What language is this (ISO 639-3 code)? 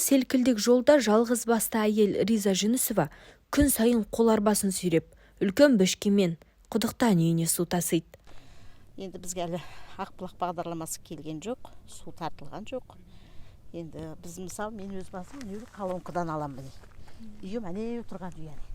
kaz